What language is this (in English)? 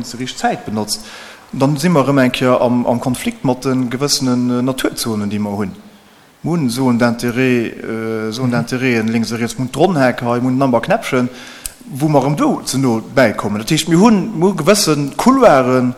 Luxembourgish